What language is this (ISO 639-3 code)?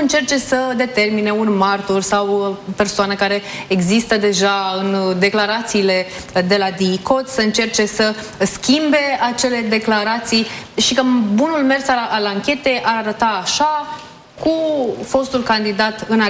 ron